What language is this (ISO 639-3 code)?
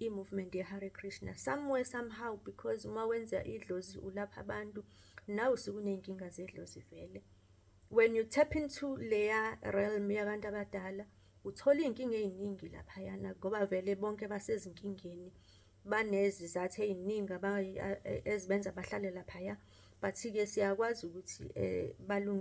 zul